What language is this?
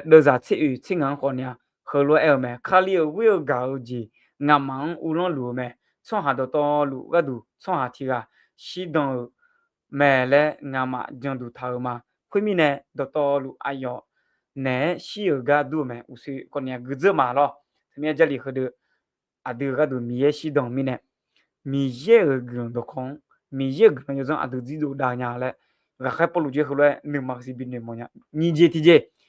Akha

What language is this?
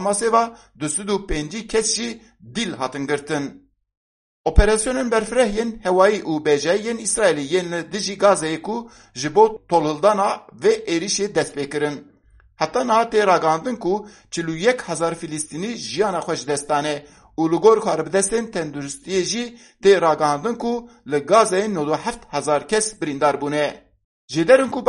Kurdish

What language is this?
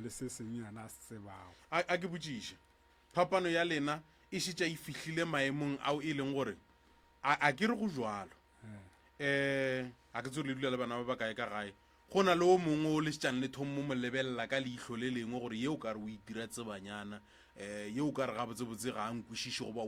Northern Sotho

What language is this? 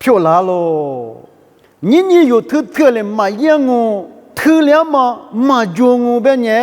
Lisu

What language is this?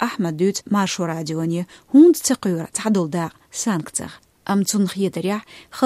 Chechen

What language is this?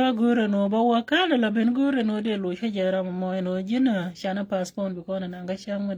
Nuer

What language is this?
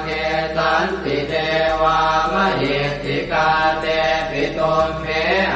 Pali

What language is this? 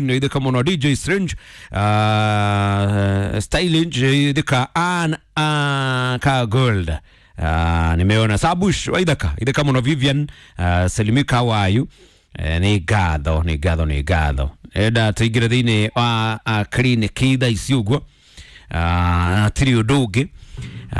Kikuyu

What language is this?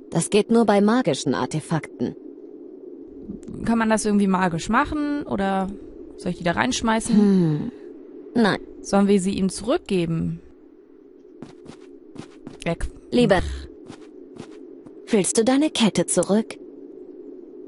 German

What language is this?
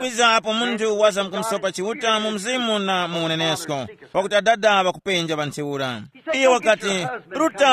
Tumbuka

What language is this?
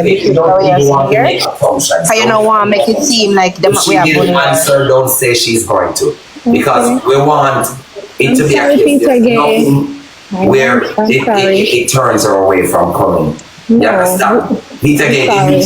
Jamaican Creole English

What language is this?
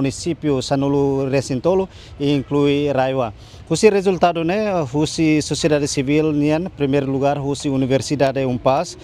Tetum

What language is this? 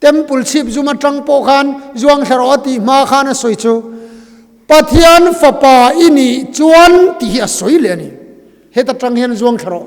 Mizo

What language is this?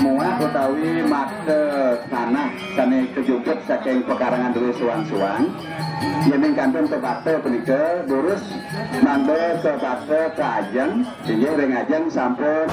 Balinese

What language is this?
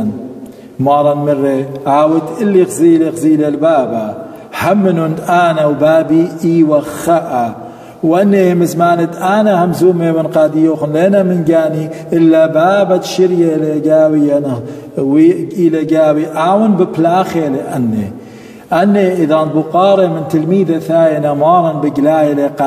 Assyrian Neo-Aramaic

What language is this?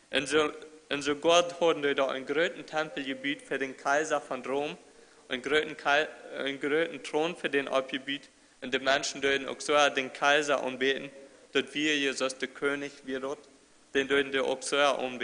Plautdietsch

